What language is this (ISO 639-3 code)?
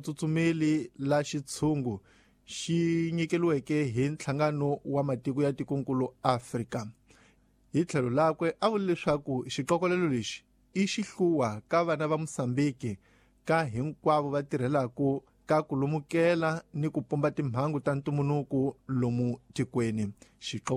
tso